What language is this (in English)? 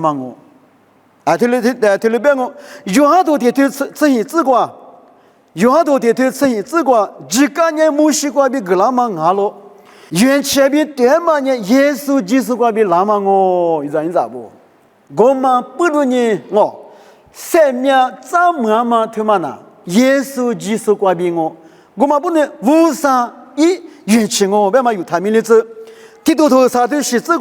Lisu